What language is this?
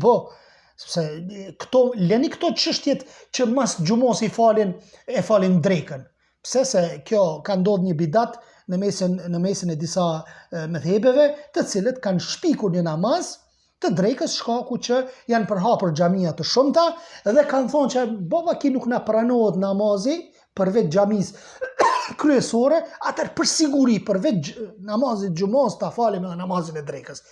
Albanian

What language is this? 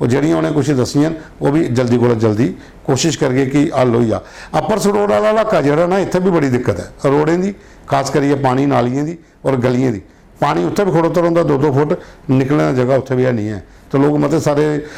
Dogri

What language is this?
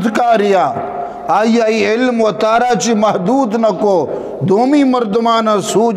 Eastern Balochi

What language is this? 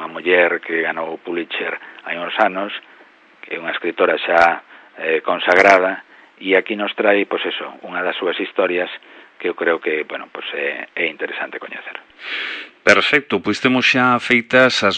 Galician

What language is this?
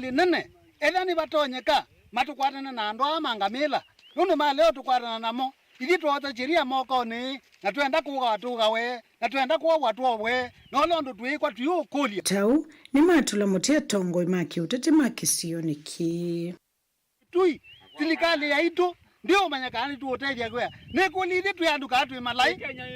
Kamba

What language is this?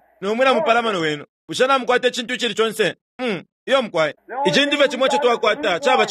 Bemba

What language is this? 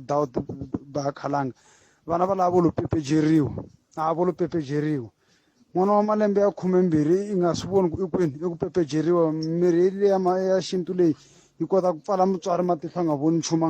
Tsonga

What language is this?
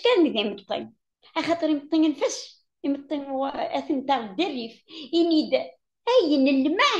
Kabyle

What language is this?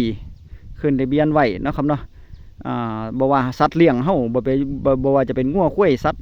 Northeastern Thai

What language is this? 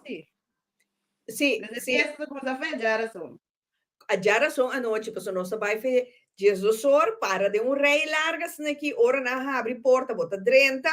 Papiamento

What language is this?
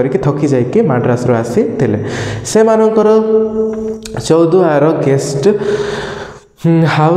Odia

